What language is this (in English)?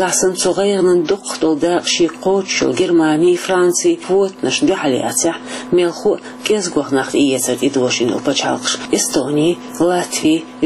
Chechen